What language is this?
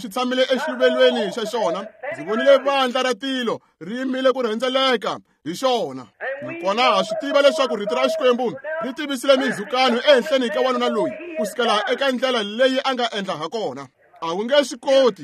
Tsonga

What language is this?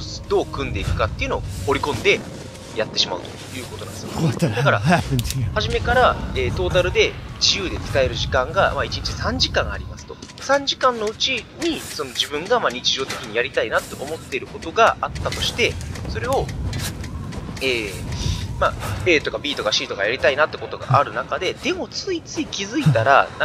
Japanese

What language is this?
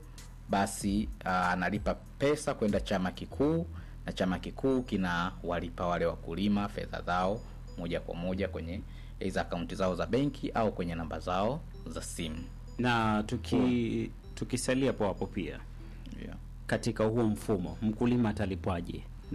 Swahili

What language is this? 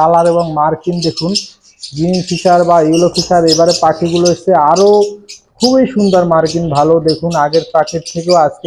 Bangla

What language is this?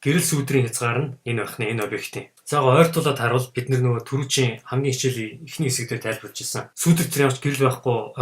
Mongolian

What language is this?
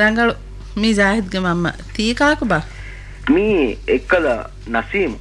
Divehi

